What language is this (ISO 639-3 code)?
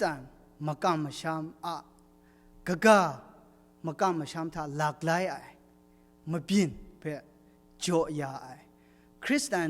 kac